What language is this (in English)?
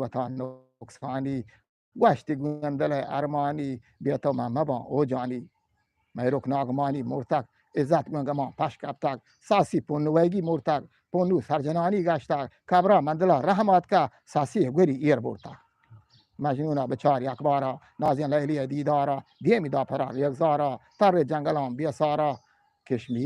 Eastern Balochi